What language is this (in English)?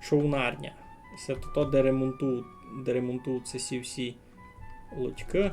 Rusyn